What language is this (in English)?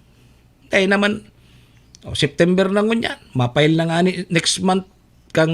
Bikol